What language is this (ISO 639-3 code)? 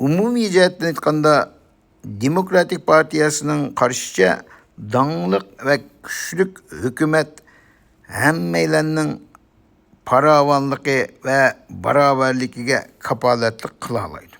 uig